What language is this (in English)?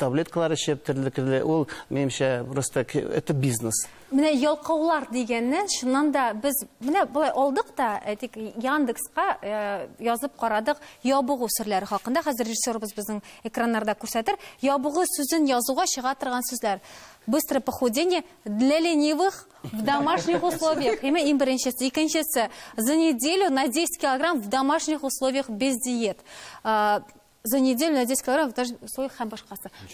Tatar